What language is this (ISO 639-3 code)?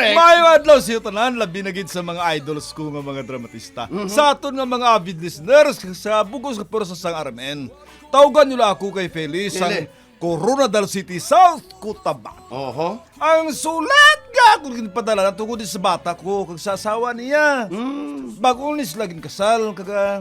hil